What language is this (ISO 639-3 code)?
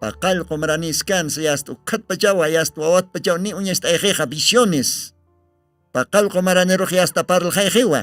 aym